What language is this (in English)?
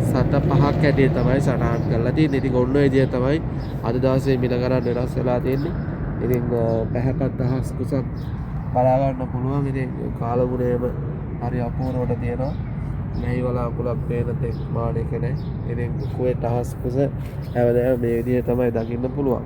Sinhala